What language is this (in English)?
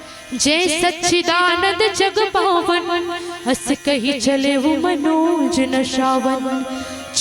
Chhattisgarhi